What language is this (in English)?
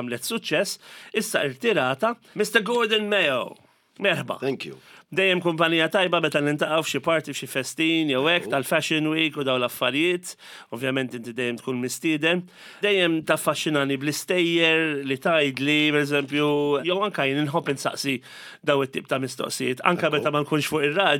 Maltese